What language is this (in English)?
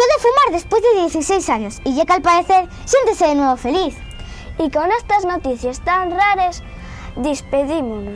Asturian